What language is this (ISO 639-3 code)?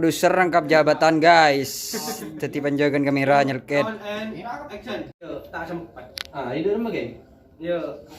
mad